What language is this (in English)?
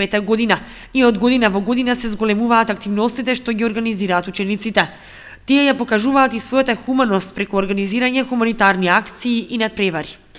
Macedonian